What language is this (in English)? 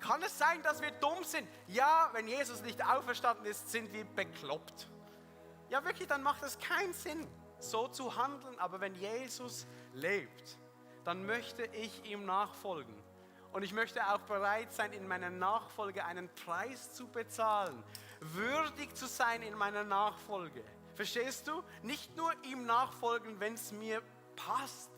Swiss German